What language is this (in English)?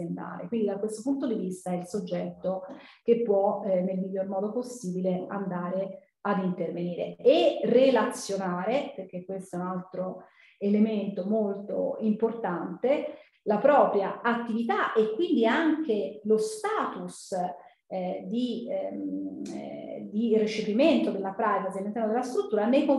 Italian